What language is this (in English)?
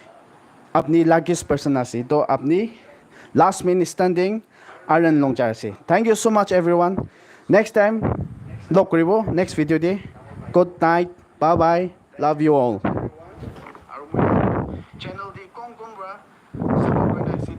Naga Pidgin